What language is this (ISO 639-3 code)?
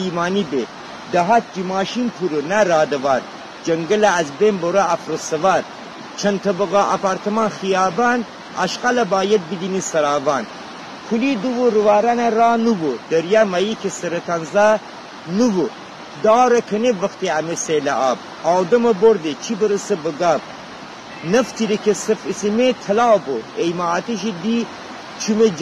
glk